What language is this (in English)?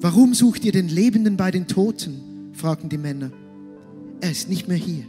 Swiss German